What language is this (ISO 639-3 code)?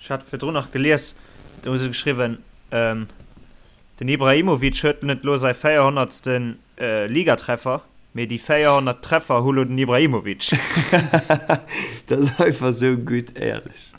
ltz